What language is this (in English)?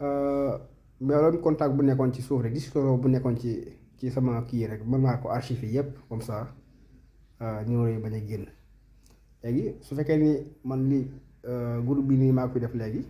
Wolof